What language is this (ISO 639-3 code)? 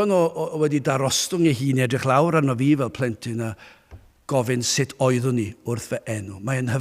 cym